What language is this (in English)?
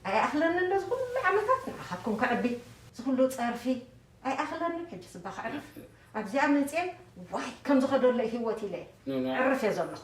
Tigrinya